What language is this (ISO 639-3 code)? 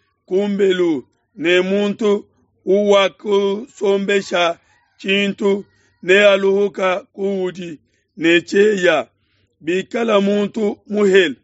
lua